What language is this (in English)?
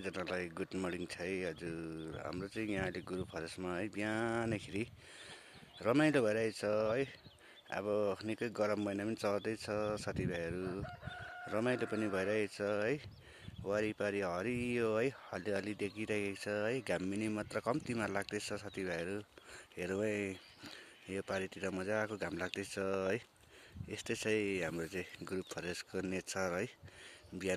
Nepali